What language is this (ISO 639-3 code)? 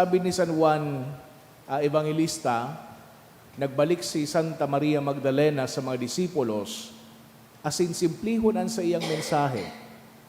bik